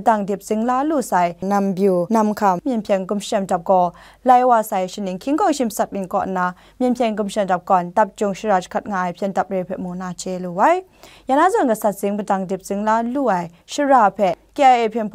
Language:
Kachin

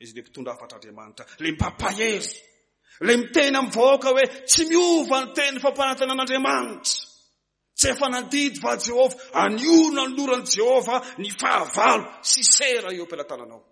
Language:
Malagasy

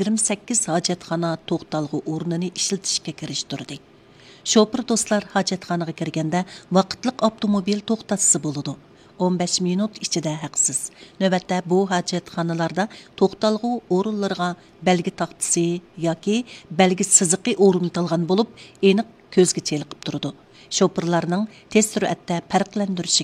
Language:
Uyghur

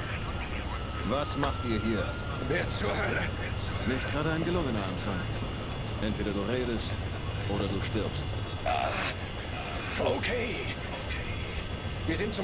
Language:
German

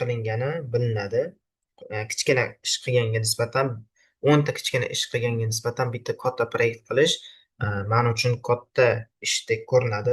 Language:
Uzbek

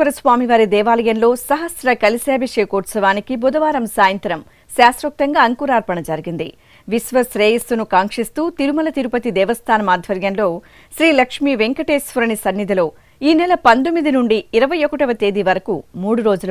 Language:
Telugu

